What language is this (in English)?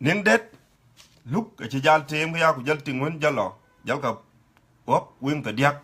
Dinka